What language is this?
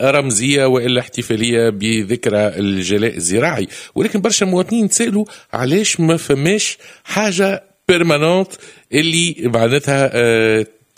Tunisian Arabic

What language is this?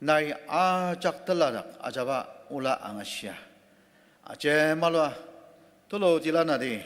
Ao Naga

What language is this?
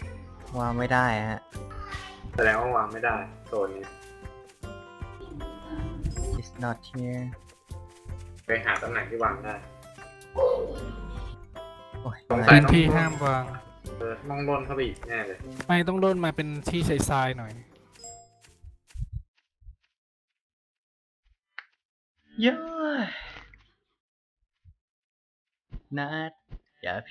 Thai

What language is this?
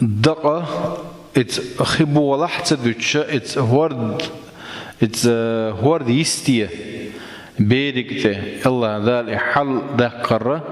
Chechen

